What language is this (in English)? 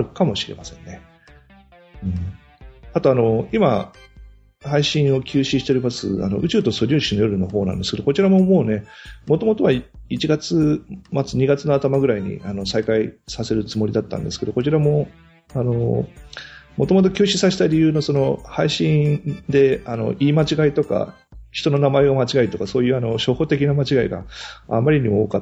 Japanese